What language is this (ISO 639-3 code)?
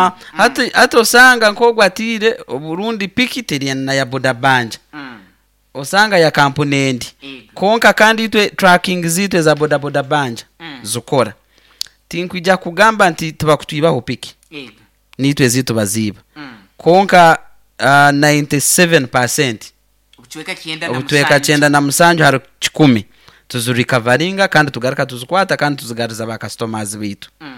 nyo